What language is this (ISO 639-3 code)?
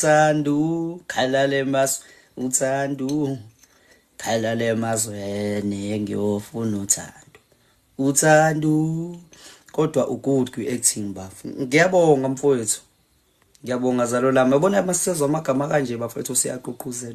zul